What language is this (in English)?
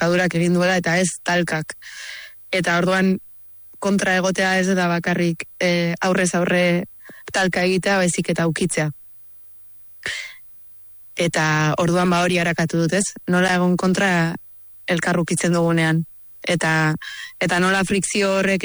Basque